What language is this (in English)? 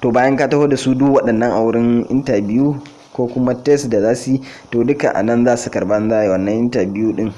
Hausa